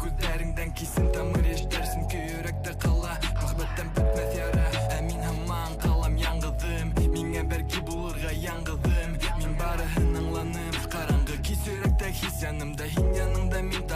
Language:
Bashkir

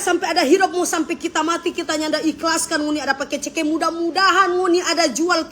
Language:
Manado Malay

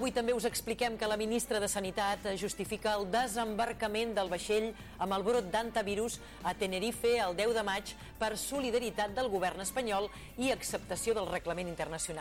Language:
Catalan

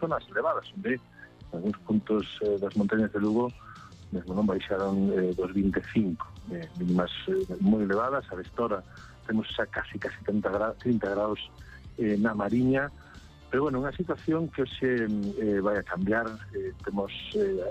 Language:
Galician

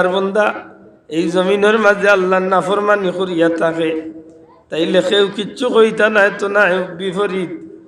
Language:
Sylheti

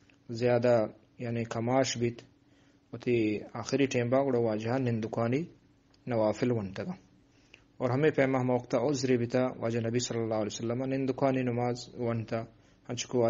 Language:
Eastern Balochi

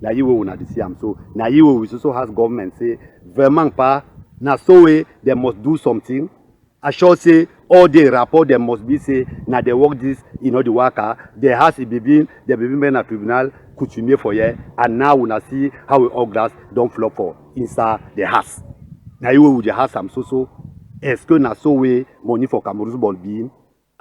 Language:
Cameroon Pidgin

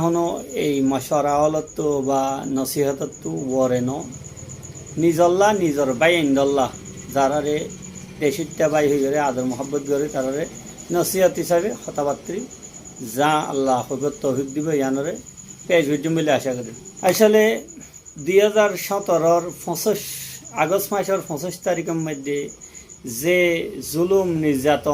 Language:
Rohingya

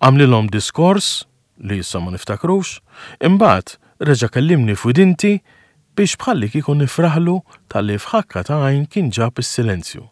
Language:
Maltese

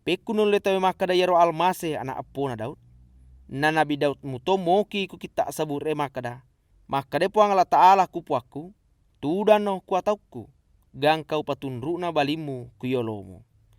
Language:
Buginese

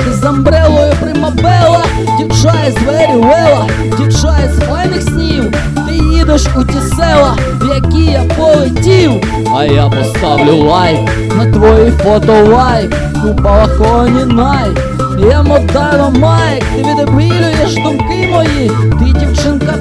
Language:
Ukrainian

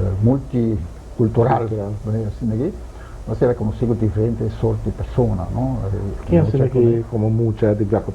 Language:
Papiamento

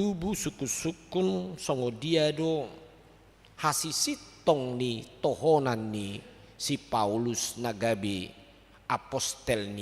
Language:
Batak Toba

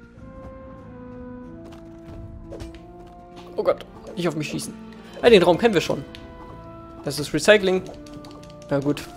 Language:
German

